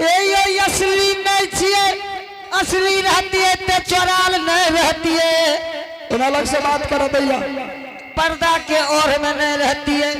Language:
Angika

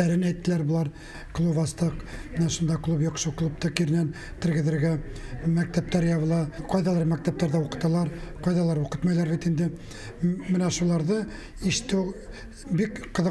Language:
Bashkir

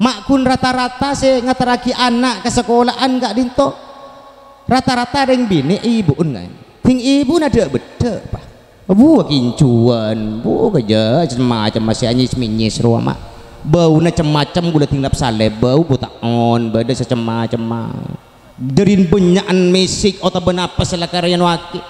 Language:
Madurese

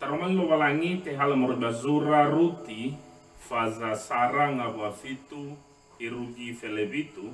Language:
Nias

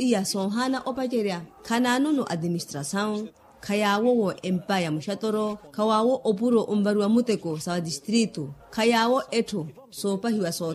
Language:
Makhuwa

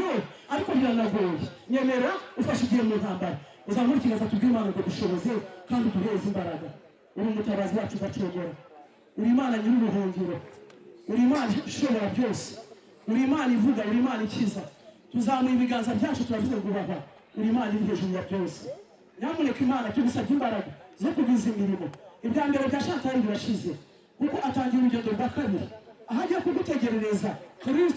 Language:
Kinyarwanda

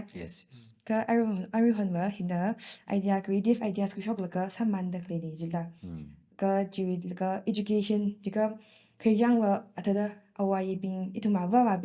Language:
Tangkhul Naga (India)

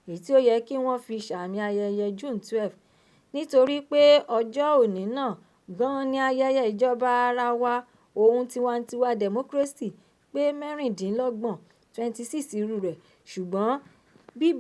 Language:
Yoruba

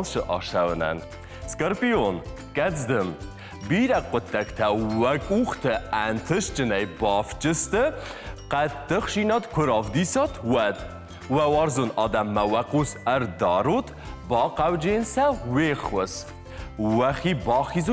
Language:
Ossetic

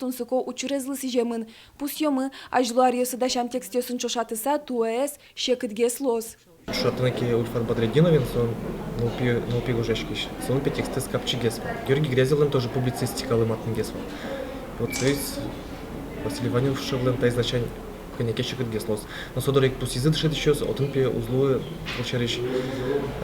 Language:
Udmurt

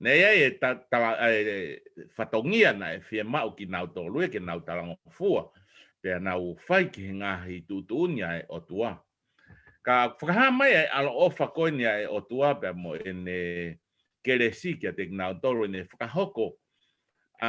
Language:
Tongan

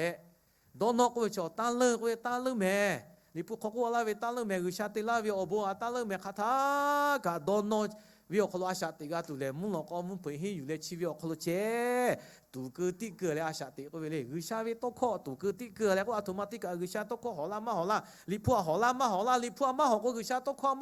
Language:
Lahu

